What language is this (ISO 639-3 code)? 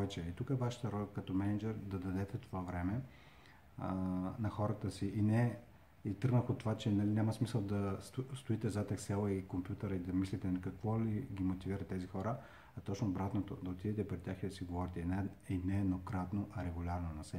bul